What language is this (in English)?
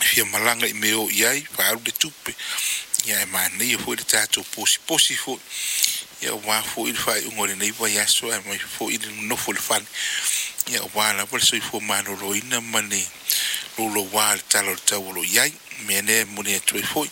Samoan